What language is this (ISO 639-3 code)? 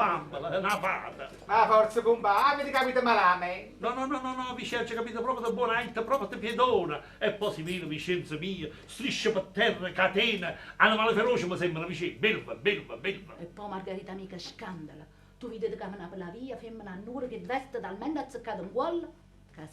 nap